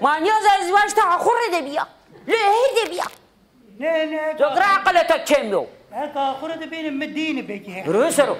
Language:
Zaza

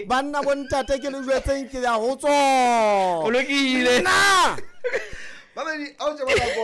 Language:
Southern Sotho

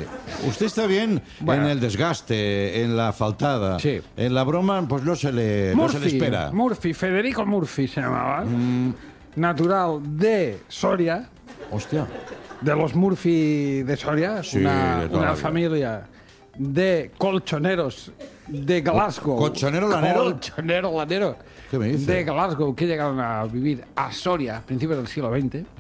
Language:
Spanish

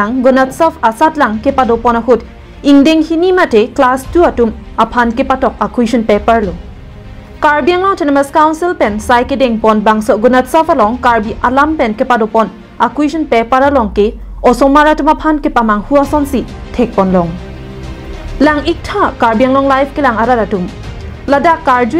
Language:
Karbi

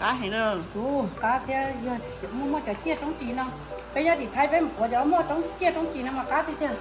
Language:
Hmong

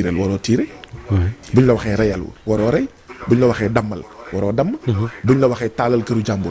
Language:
Wolof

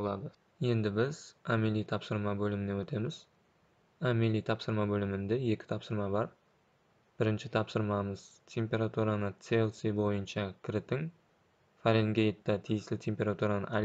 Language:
Kara-Kalpak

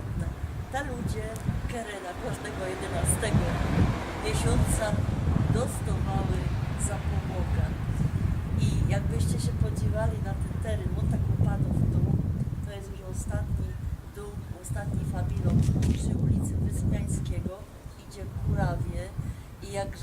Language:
Silesian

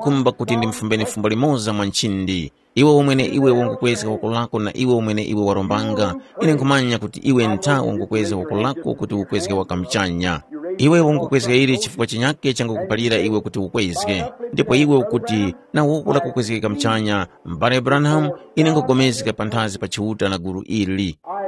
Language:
Tumbuka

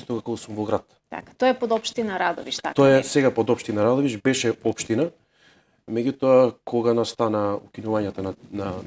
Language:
Macedonian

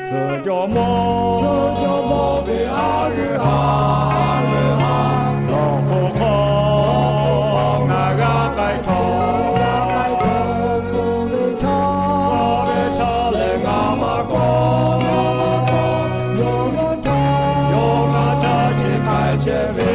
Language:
Lahu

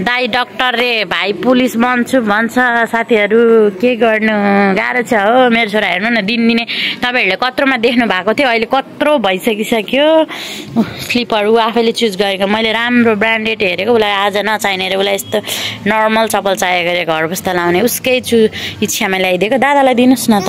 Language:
Nepali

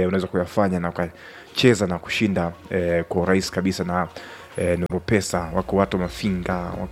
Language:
Swahili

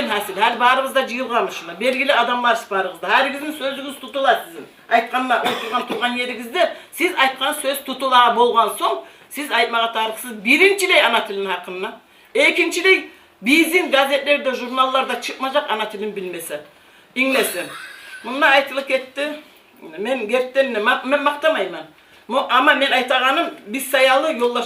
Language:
Kumyk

